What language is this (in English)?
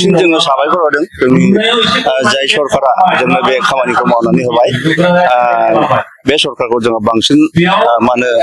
Bodo